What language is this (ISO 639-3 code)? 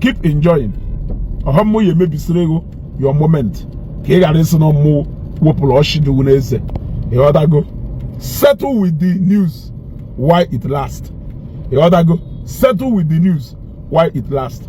ibo